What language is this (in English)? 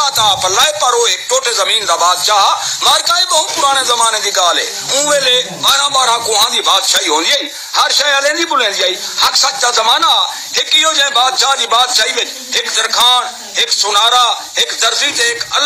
Saraiki